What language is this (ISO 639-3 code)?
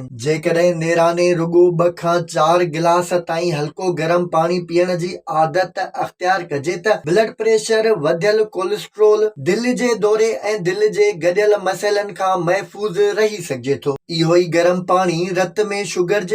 snd